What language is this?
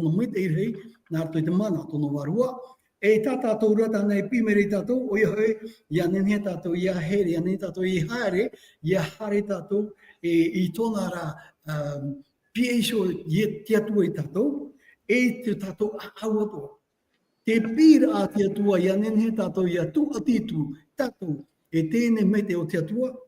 Tahitian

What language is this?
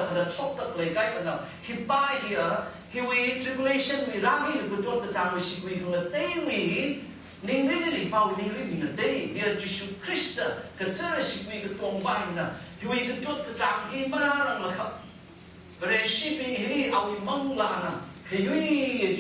Tangkhul Naga (India)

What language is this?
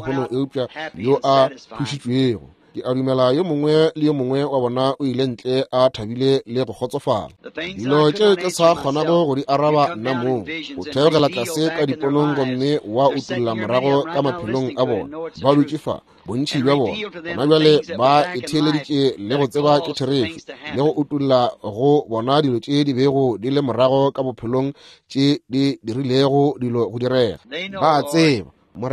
Northern Sotho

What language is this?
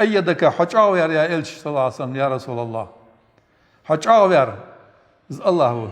Ingush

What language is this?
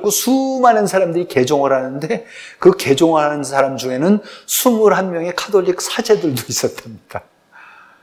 Korean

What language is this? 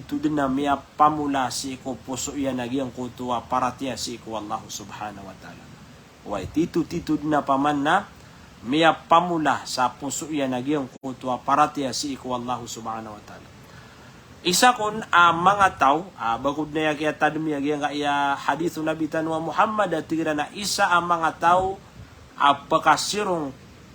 Maranao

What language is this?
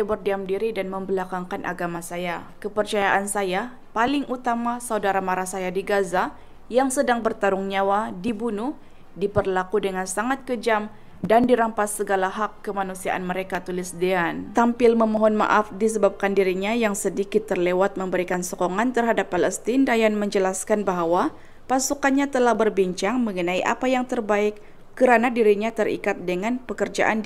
Malay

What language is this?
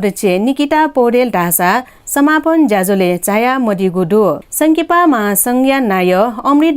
Newari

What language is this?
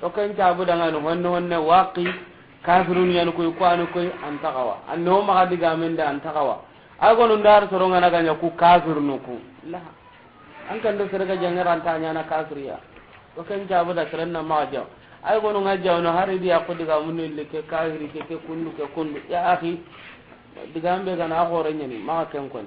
Soninke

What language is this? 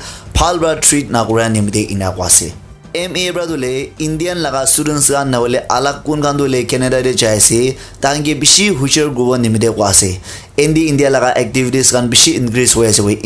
Naga Pidgin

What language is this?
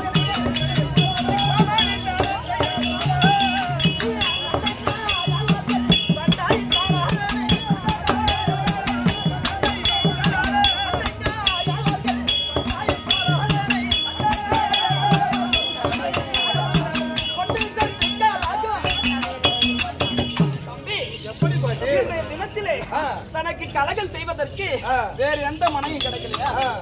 Tamil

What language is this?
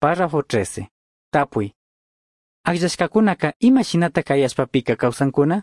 Chimborazo Highland Quichua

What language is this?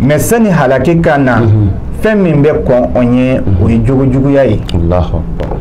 Bambara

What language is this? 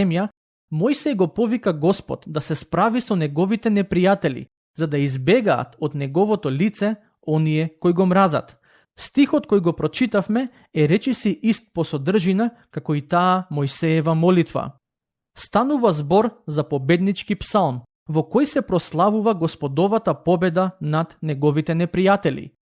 Macedonian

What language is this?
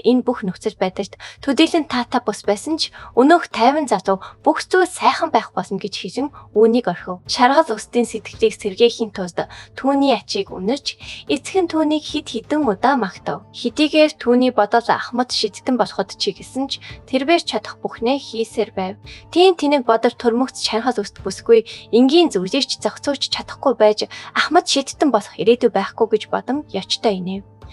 Mongolian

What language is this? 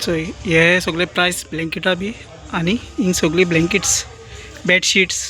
Konkani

